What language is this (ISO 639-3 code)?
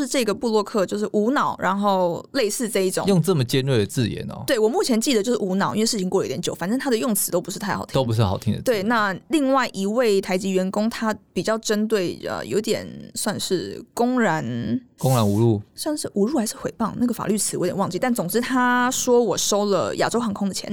zho